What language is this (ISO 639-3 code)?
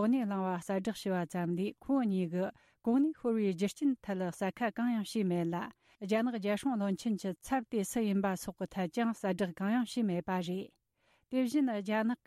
bod